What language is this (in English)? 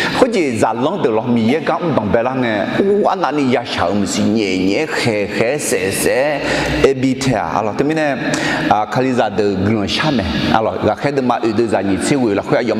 Akha